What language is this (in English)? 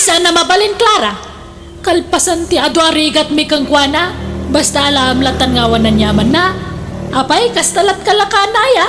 Iloko